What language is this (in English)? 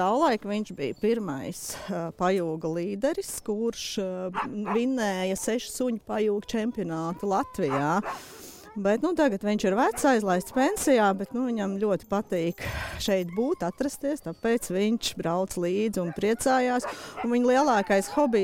Latvian